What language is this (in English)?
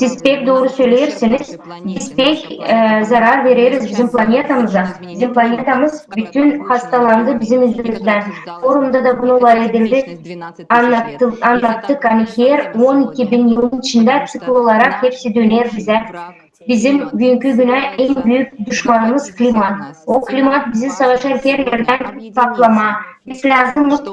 Gagauz